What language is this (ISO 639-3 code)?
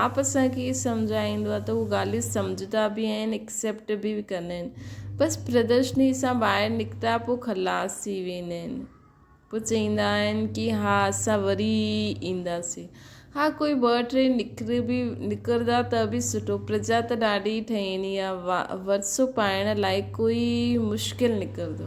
snd